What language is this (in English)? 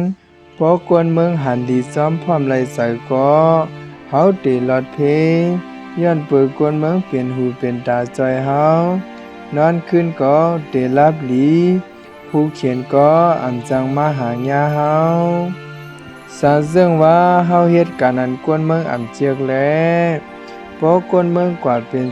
Shan